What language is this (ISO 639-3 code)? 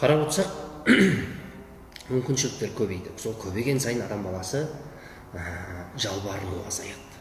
kaz